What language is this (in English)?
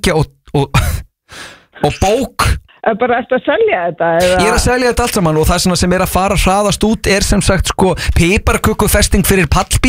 Icelandic